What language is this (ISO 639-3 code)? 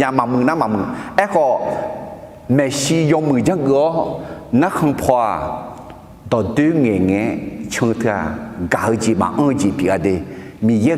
ahk